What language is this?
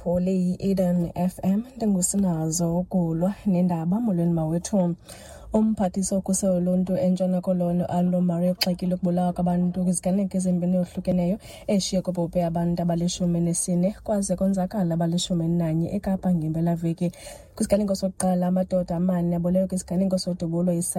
Xhosa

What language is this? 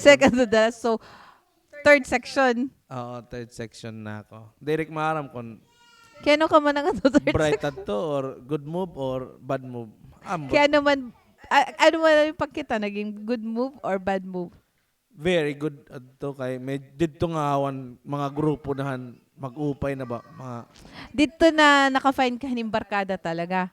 Waray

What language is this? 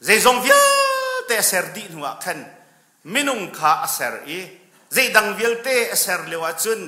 Hakha Chin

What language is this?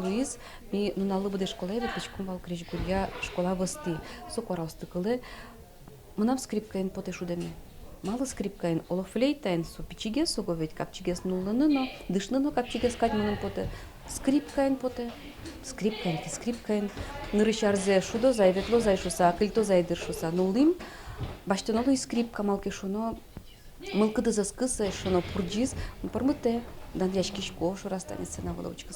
Udmurt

